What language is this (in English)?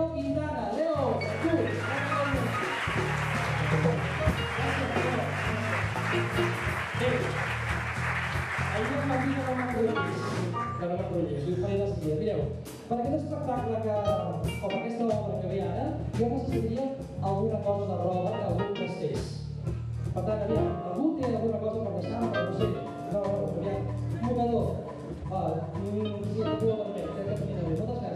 Catalan